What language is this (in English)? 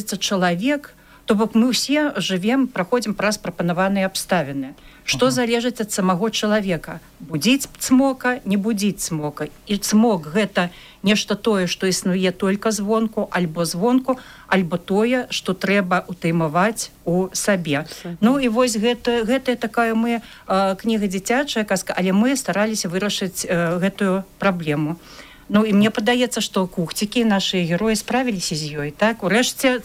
Belarusian